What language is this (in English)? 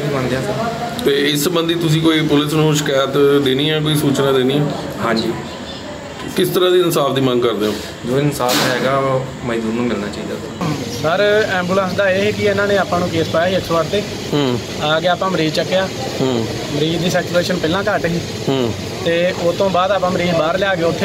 Punjabi